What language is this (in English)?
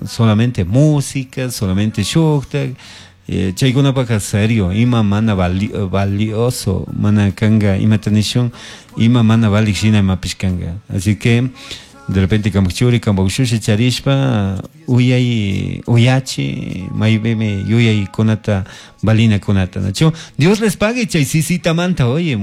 Chimborazo Highland Quichua